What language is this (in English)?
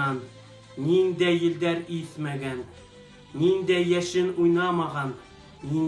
Bashkir